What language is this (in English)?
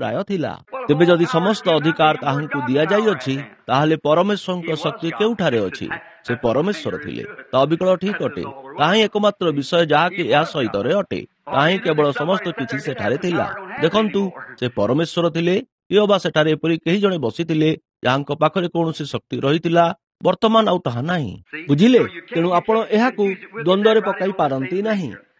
Odia